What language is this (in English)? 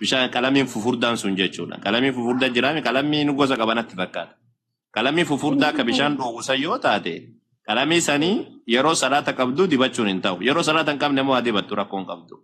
Oromo